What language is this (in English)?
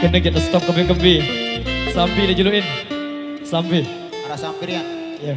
Sasak